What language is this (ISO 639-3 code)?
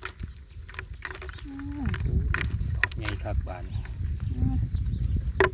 tha